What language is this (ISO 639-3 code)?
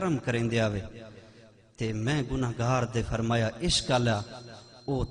skr